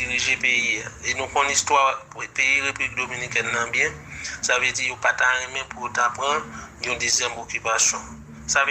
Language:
Haitian Creole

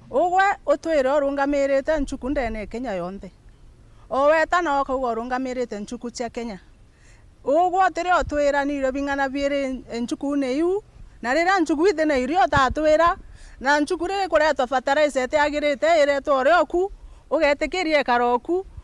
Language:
Meru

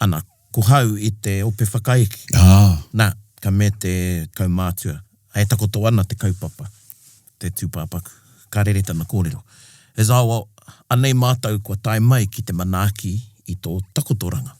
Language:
Māori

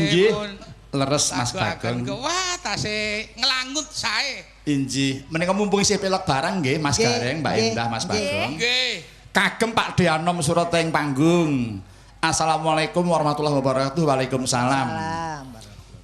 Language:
Javanese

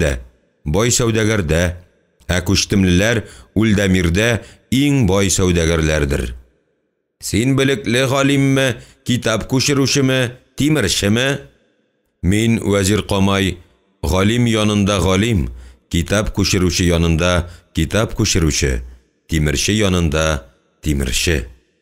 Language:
Tatar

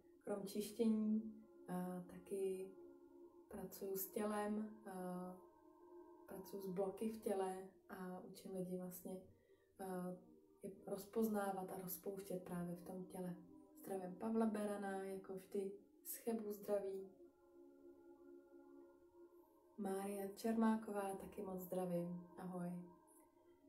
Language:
Czech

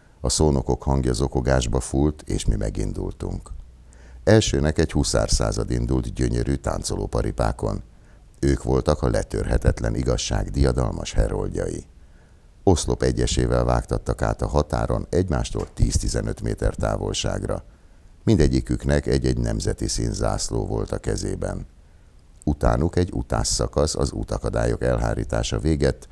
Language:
Hungarian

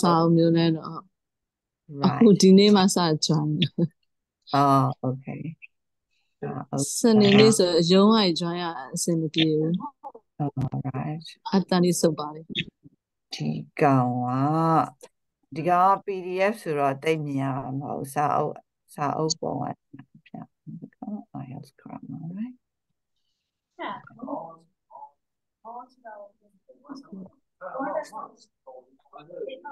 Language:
Burmese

